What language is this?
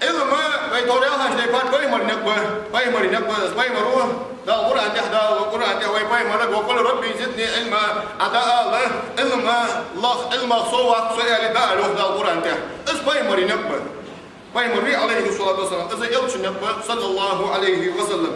Ingush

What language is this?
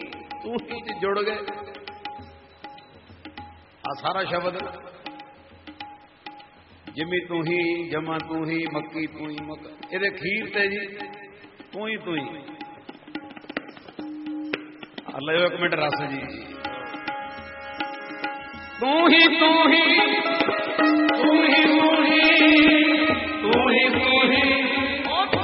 Punjabi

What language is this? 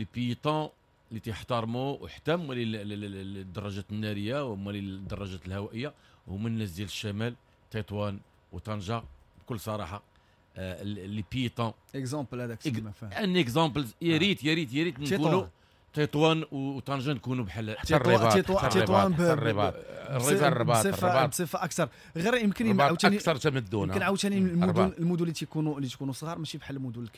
Moroccan Arabic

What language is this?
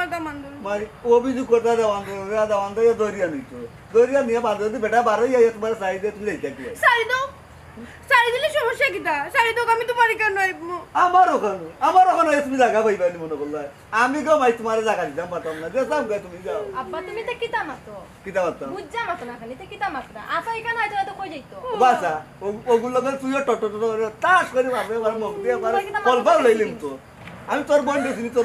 Sylheti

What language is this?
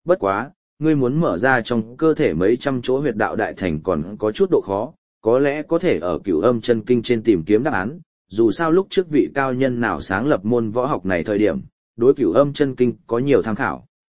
Vietnamese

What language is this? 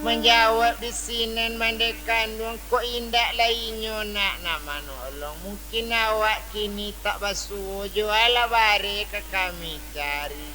Minangkabau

